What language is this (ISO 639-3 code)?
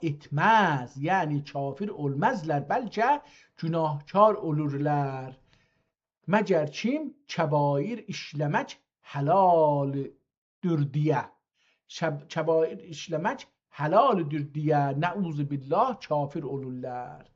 azb